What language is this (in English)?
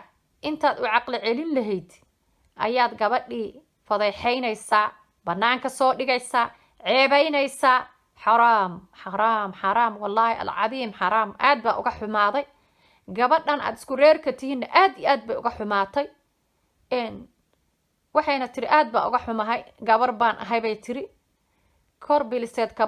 Somali